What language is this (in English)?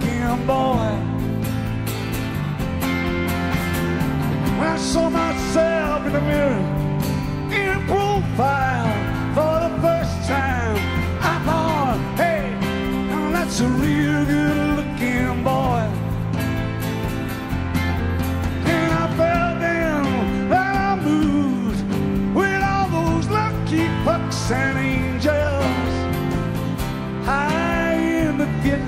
English